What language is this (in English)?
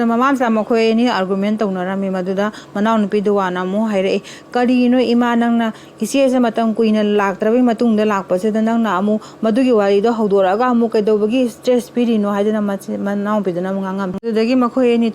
Manipuri